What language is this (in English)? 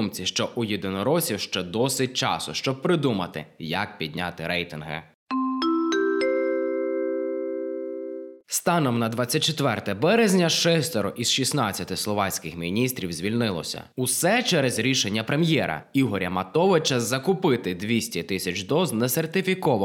Ukrainian